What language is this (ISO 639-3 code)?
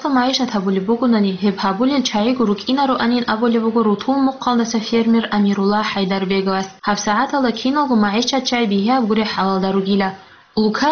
ava